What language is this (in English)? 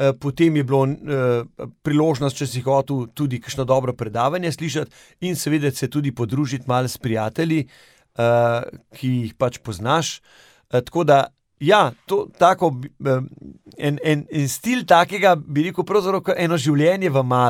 Slovenian